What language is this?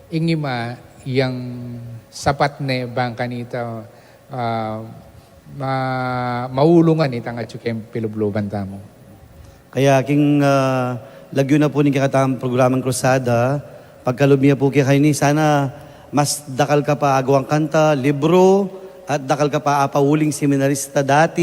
Pampanga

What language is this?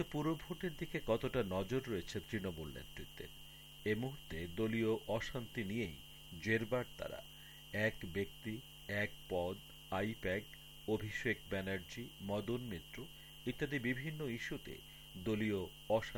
Bangla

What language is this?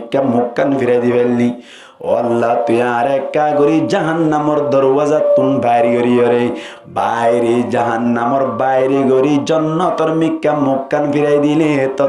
Rohingya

